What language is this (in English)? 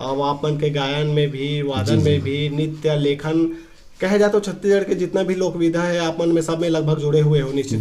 Chhattisgarhi